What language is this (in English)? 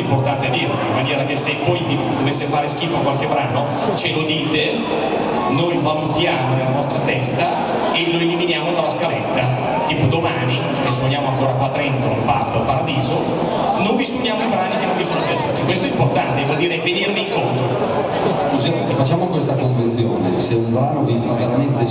Italian